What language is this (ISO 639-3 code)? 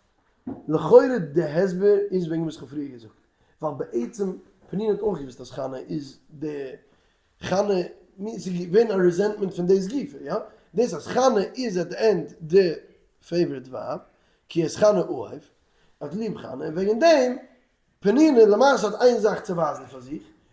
yid